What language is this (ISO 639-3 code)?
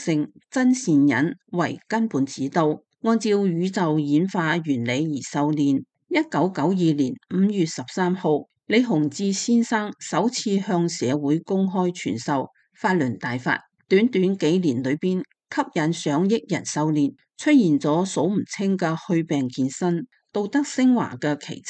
yue